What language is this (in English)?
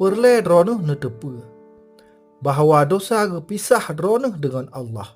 Achinese